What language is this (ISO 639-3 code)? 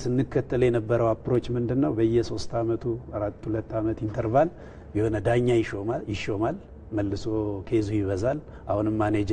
amh